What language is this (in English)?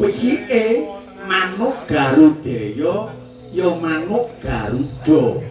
Javanese